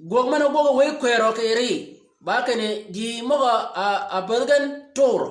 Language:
Shilluk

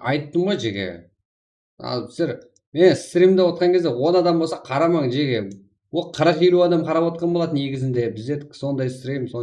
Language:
Kara-Kalpak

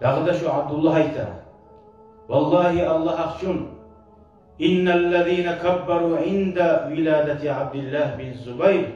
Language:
Kumyk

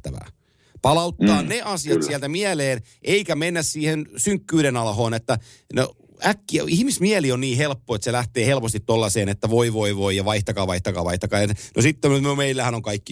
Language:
Finnish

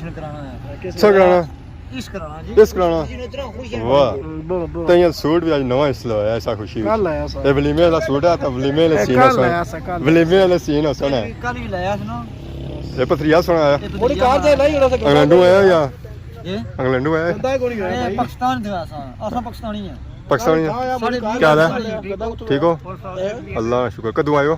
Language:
Pahari-Potwari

